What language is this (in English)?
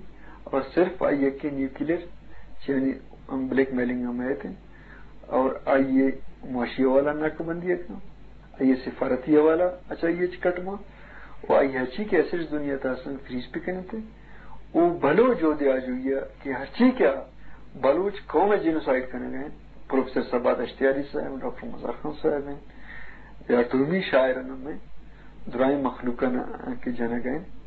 Eastern Balochi